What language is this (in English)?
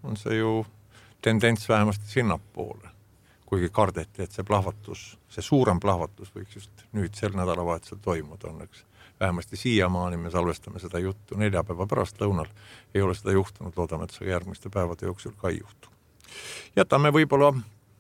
Estonian